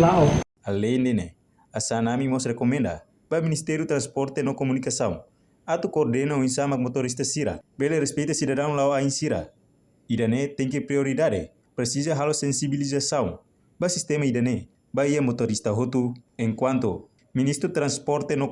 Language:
Tetum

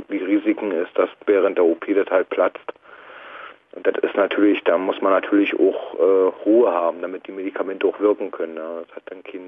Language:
German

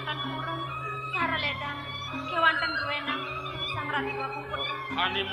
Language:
Balinese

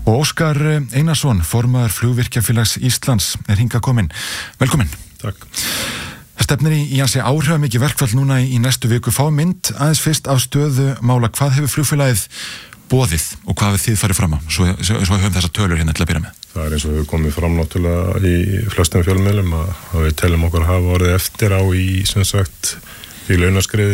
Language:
Icelandic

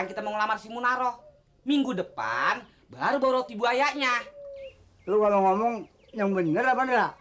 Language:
Betawi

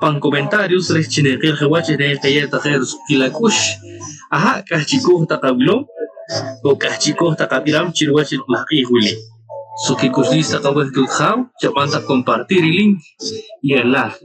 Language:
Poqomchi'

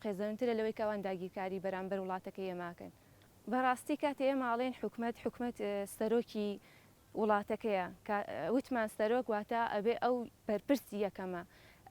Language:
Central Kurdish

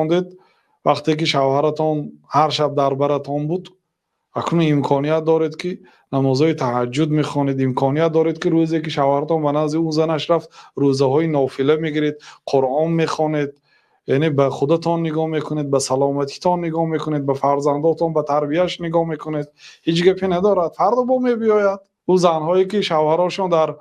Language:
Tajik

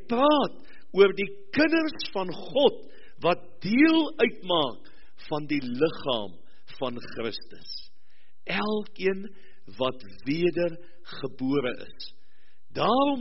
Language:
Afrikaans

